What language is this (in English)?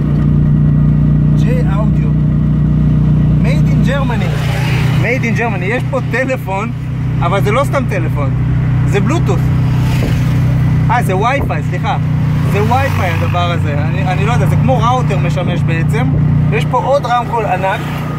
Hebrew